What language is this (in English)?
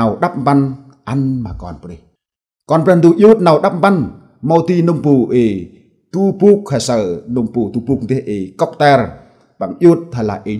Central Mnong